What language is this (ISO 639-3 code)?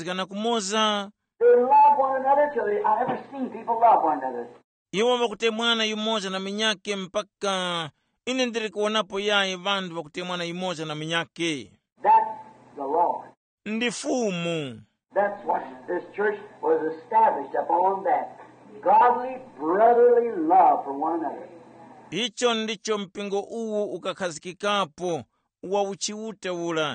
tum